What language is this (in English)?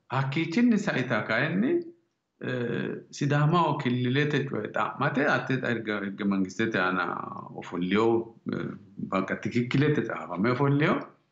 Sidamo